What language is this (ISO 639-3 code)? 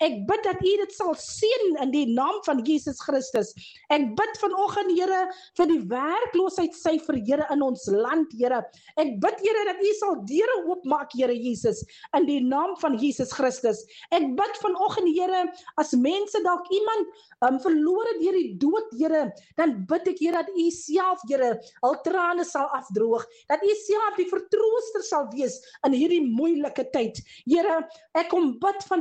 afr